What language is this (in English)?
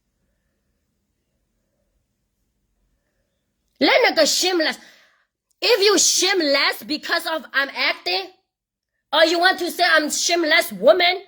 S'gaw Karen